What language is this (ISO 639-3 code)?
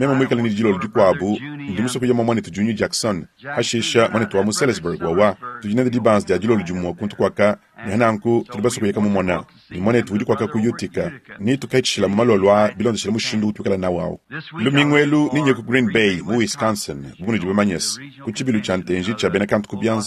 lua